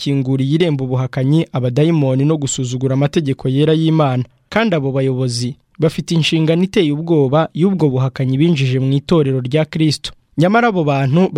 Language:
Kinyarwanda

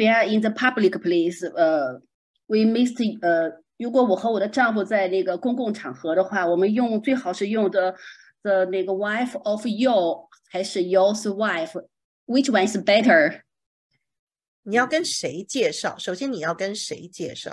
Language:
Chinese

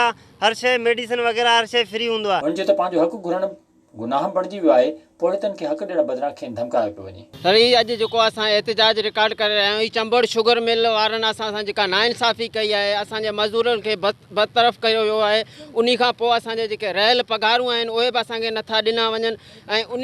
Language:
Sindhi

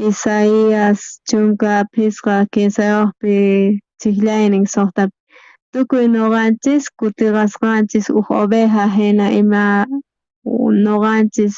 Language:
South Bolivian Quechua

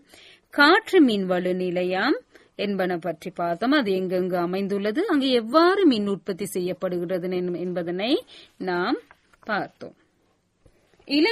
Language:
Tamil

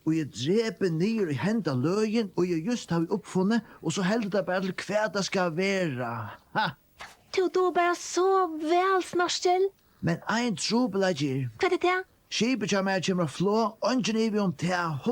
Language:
Faroese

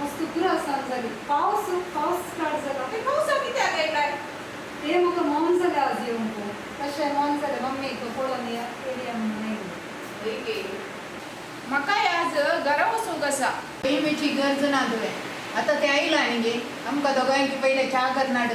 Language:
Konkani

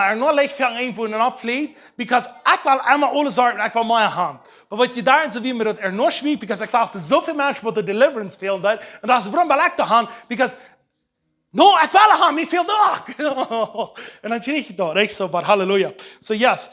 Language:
Plautdietsch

